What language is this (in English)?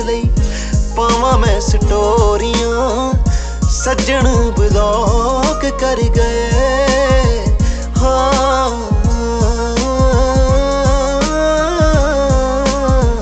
Punjabi